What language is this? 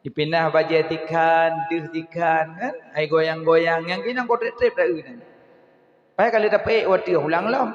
Achinese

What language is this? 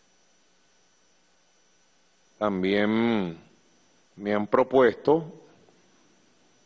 Spanish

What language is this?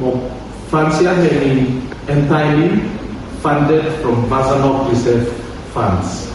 Bislama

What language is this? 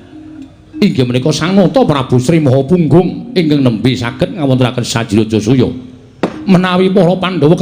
Javanese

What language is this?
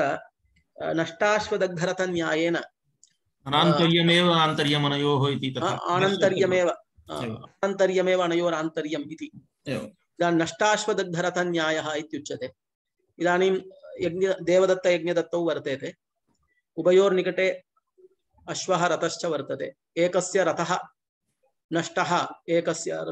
Sanskrit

